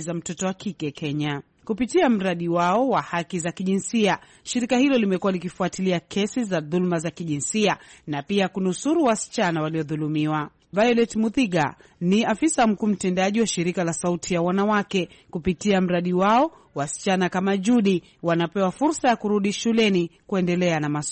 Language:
Swahili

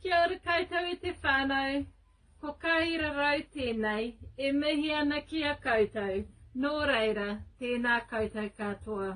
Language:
Māori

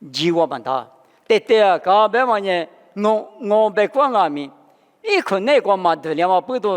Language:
Lisu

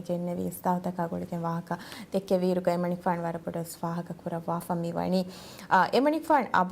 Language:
Divehi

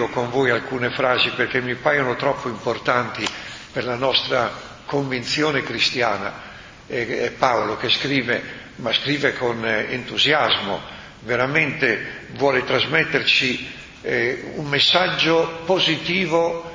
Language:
Italian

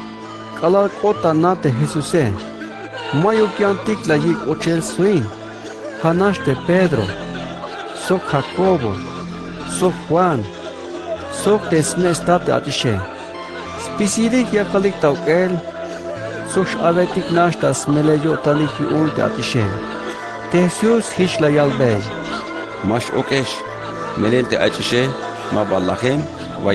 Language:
Tzeltal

